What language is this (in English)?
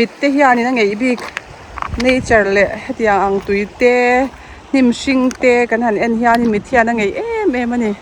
Mizo